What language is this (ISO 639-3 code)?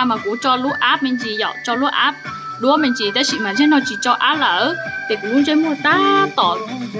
hmn